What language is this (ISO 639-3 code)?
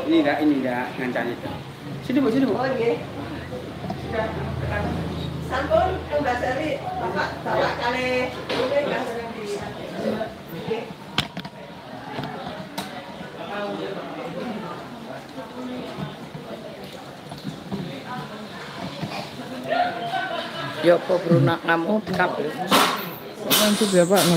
ind